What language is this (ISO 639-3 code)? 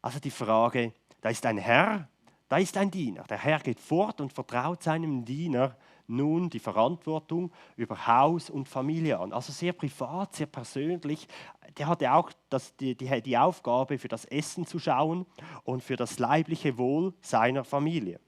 gsw